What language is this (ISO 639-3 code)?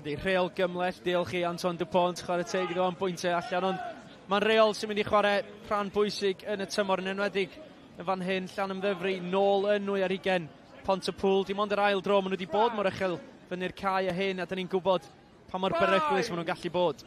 cym